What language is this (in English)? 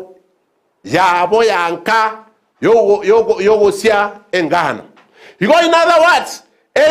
Gusii